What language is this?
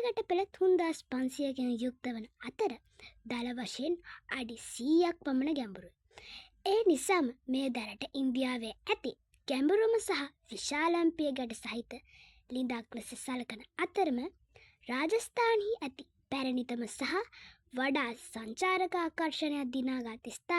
Sinhala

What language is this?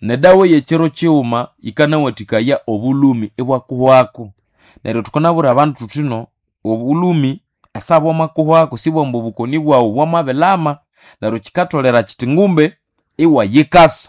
Nande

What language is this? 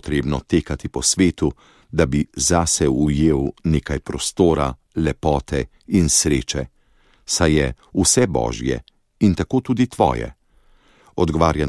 Slovenian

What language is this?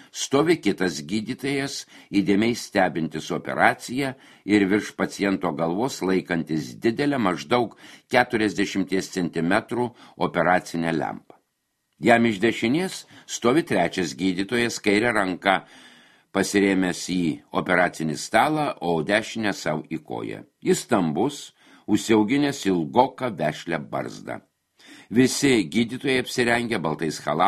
Lithuanian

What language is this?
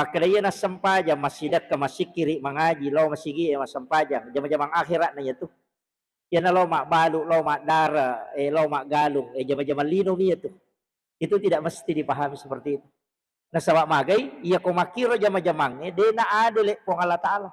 Buginese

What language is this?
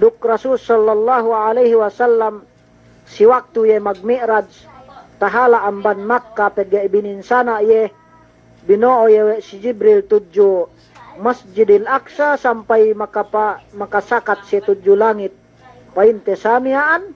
Yakan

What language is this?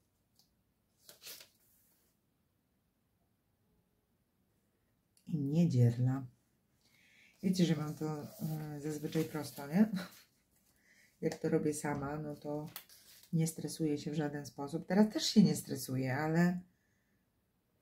Polish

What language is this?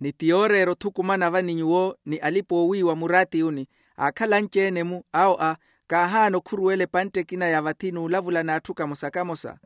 Makhuwa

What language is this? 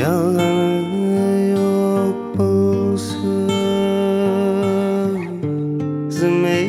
Kara-Kalpak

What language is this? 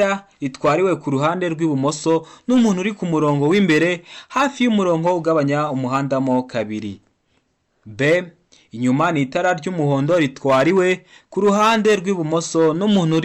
Kinyarwanda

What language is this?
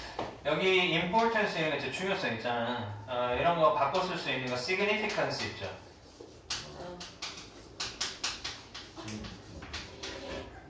Korean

